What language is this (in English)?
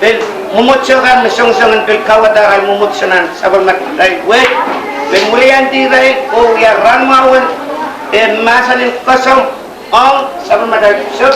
Pohnpeian